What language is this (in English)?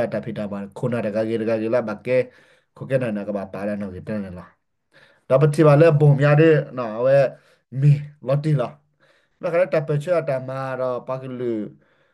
S'gaw Karen